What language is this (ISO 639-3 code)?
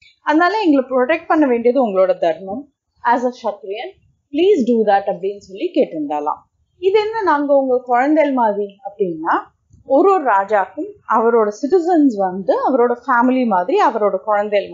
tam